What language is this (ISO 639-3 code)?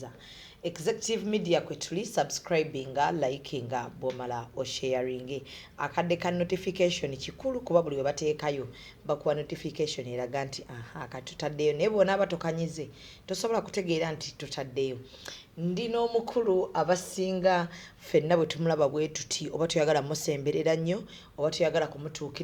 lug